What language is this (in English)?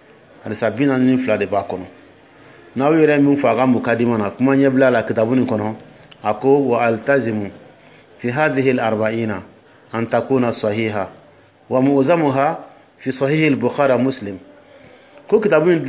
Dyula